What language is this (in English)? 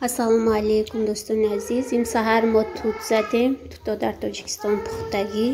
Tajik